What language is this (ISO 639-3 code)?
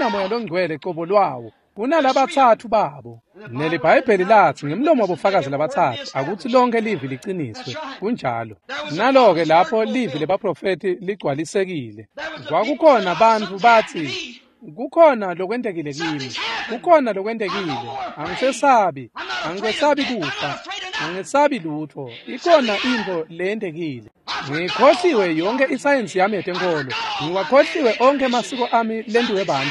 ssw